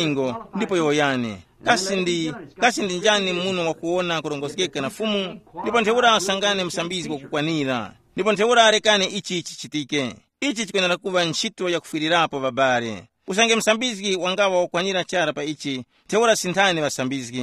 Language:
Tumbuka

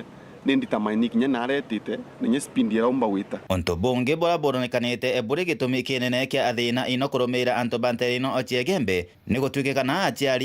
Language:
Meru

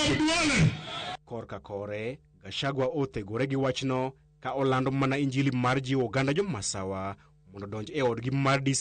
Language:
Luo (Kenya and Tanzania)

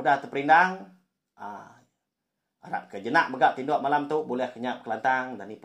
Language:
Iban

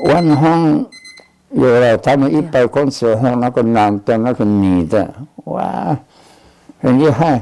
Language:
Taroko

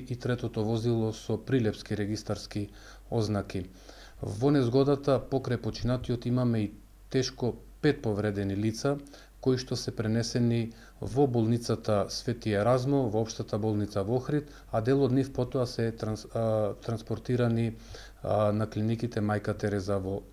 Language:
Macedonian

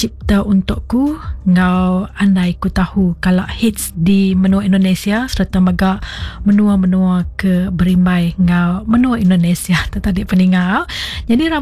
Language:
Iban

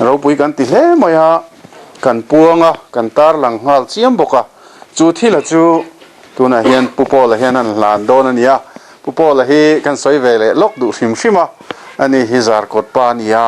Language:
Mizo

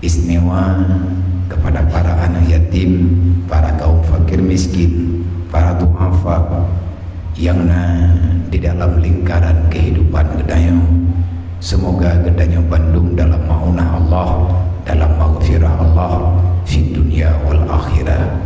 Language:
Achinese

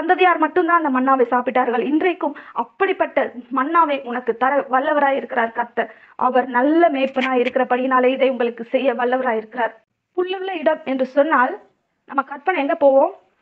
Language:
Tamil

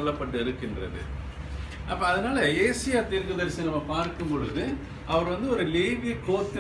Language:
Tamil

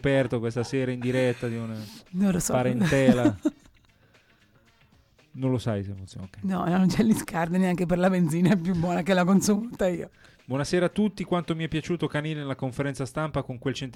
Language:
Italian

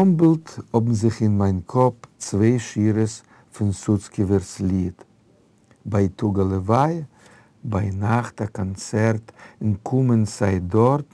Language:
Yiddish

